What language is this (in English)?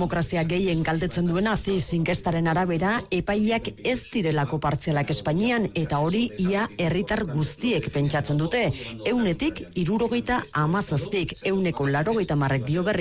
Basque